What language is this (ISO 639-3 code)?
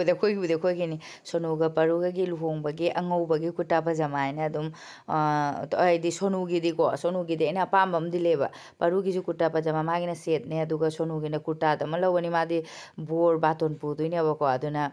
mni